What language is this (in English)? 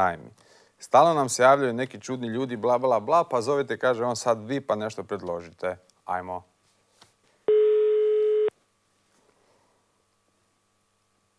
Croatian